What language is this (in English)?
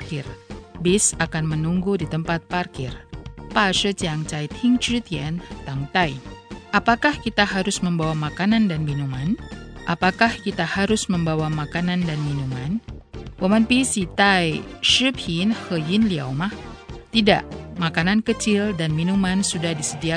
Indonesian